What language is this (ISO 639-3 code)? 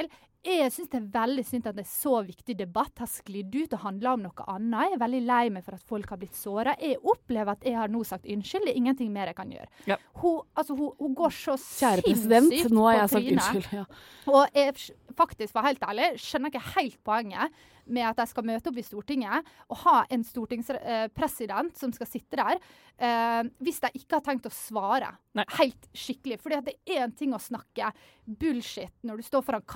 nor